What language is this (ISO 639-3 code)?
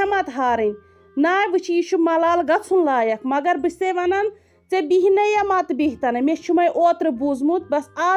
kas